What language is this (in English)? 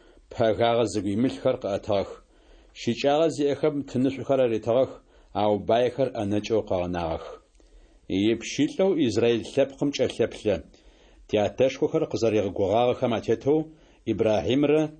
Adyghe